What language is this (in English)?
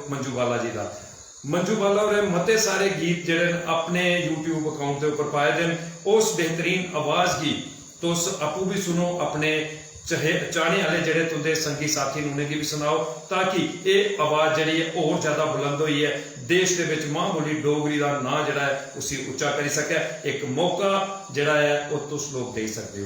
Dogri